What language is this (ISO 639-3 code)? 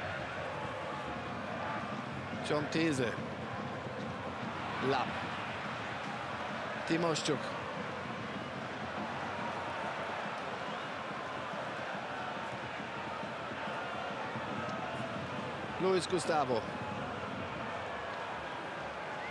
deu